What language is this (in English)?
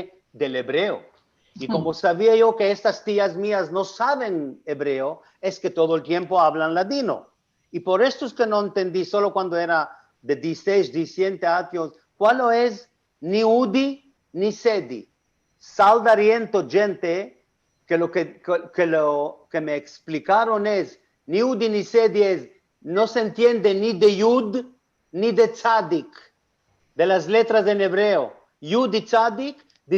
Ladino